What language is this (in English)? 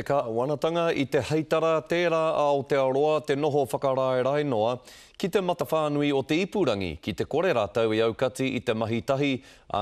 Māori